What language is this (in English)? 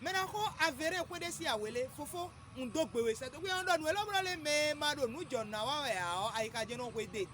Fon